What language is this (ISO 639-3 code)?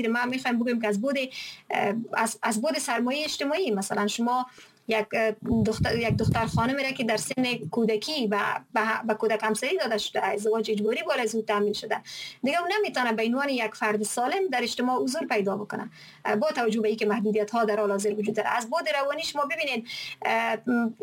fas